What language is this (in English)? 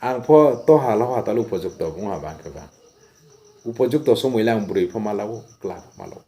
Riang (India)